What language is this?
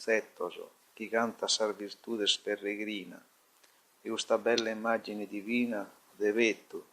Sardinian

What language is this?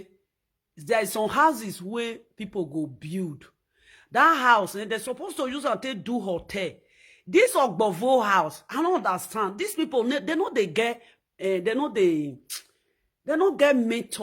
Nigerian Pidgin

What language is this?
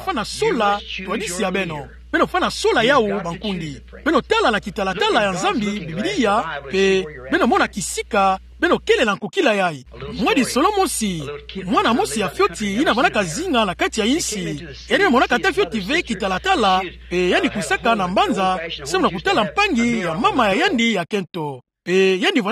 Kituba (Democratic Republic of Congo)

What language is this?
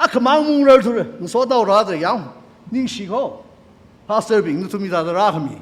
Tangkhul Naga (India)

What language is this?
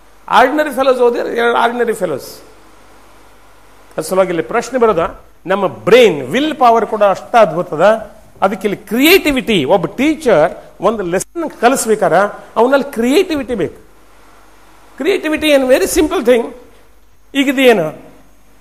Kannada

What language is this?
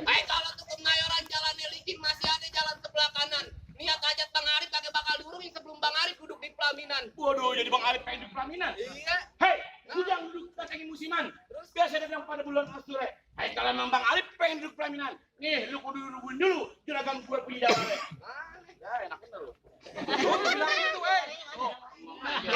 Betawi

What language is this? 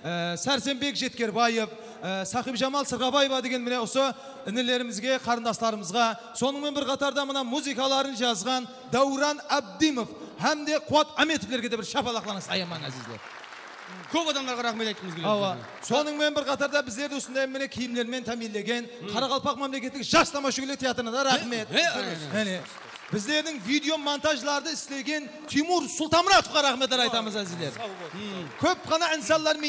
Kara-Kalpak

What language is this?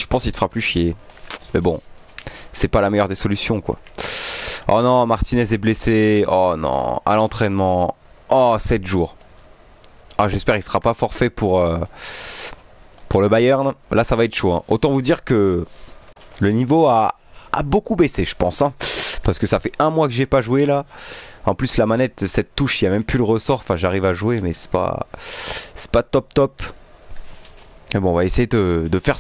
French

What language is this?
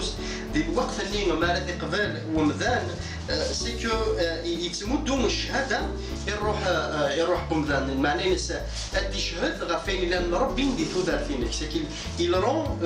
Kabyle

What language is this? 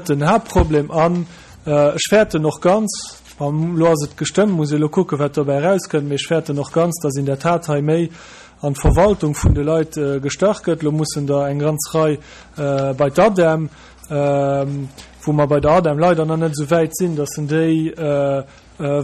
Luxembourgish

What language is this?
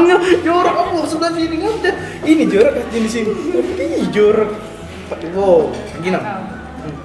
Musi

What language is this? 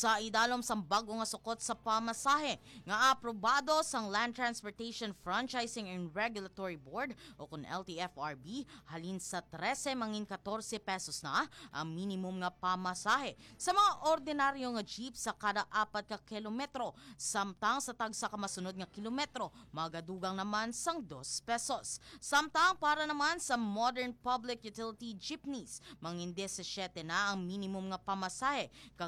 Hiligaynon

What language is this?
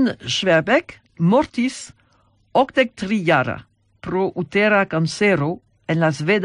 Esperanto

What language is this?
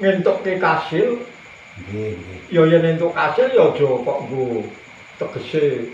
Javanese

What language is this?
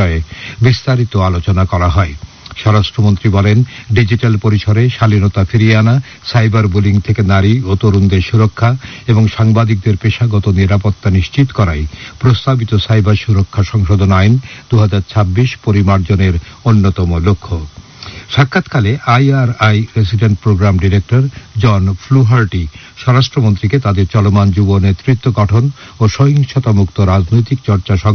Bangla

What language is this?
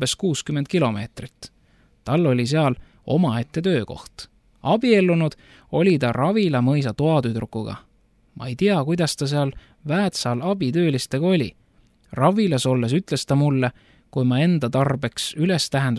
Estonian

